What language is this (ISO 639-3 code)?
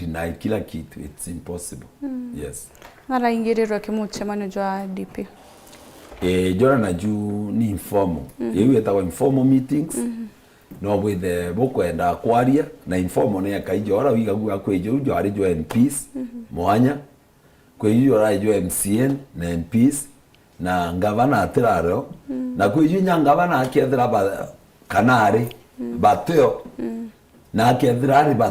mer